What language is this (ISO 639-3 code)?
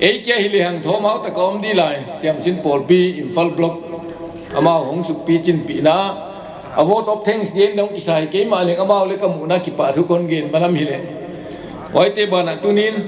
pck